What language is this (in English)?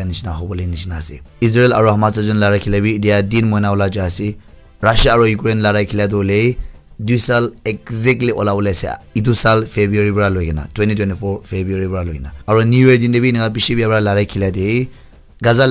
Naga Pidgin